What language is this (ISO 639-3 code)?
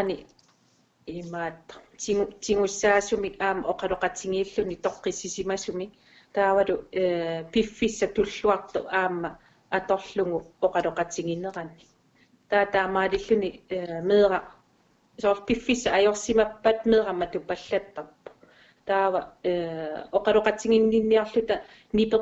kal